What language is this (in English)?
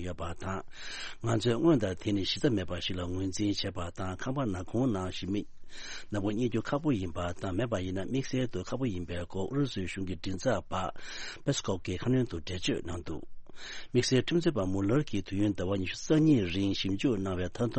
Tibetan